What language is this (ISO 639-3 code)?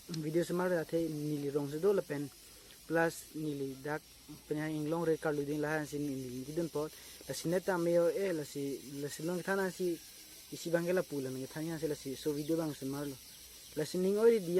mjw